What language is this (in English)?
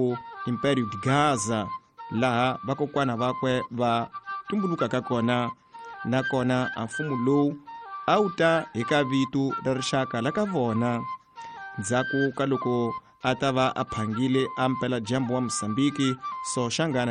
Tsonga